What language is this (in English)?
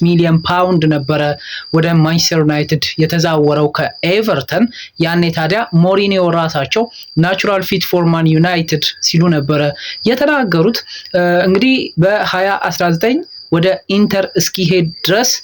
Amharic